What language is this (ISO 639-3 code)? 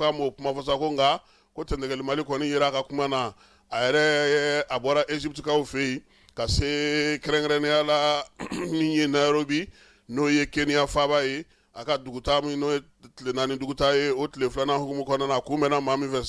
bam